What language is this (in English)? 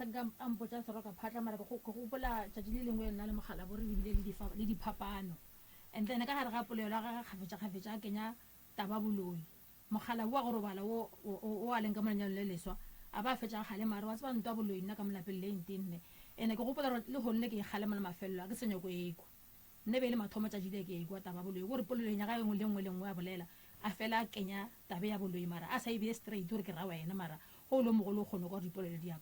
Northern Sotho